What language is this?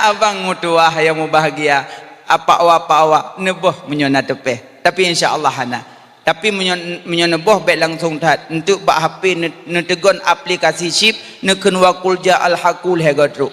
Achinese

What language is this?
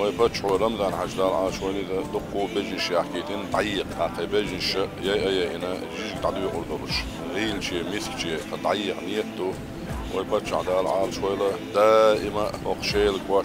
Chechen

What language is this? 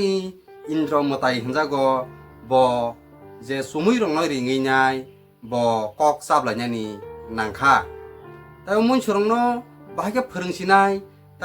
Kok Borok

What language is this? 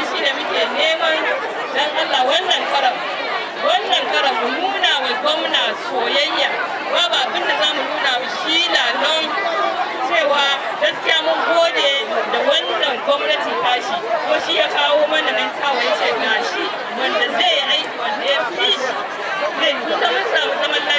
Hausa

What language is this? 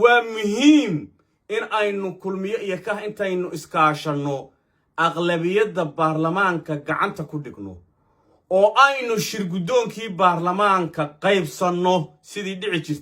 Somali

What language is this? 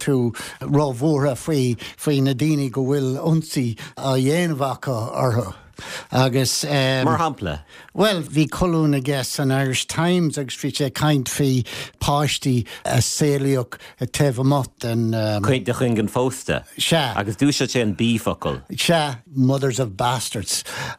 Irish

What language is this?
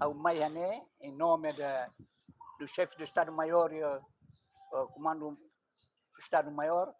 Tetum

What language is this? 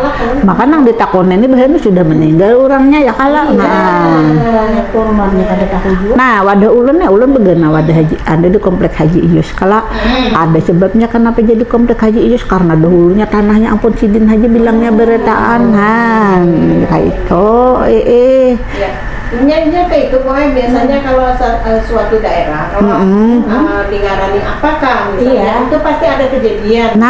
Banjar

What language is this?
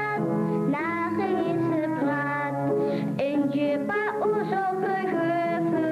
Kabardian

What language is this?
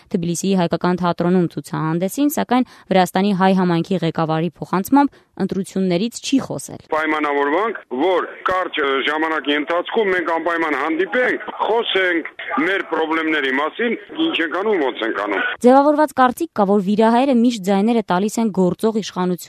Armenian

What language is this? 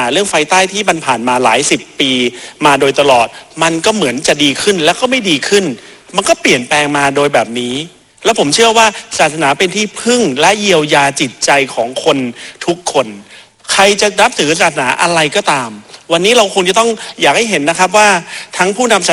Thai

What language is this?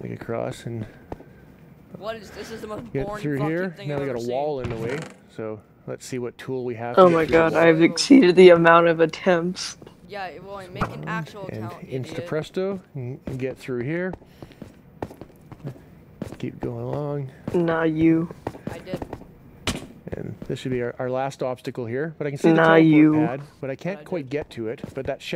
English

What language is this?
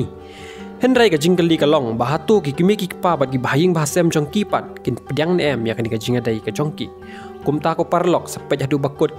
Khasi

